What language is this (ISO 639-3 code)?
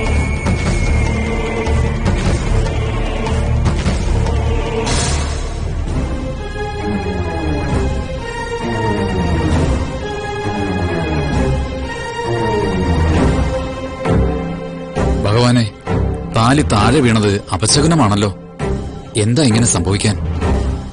mal